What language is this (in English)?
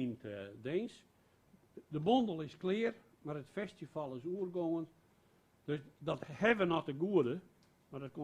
Western Frisian